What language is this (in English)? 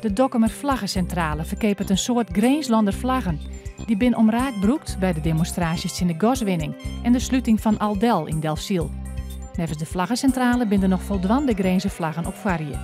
Western Frisian